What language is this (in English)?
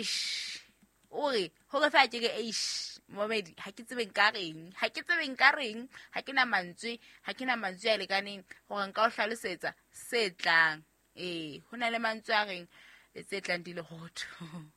Southern Sotho